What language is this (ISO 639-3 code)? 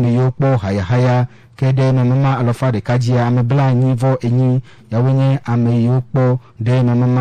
ewe